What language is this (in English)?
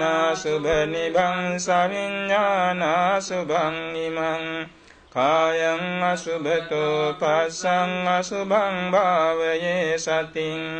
Pali